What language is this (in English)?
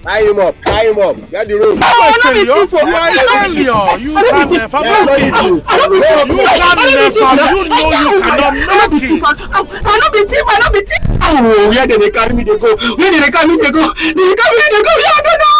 Nigerian Pidgin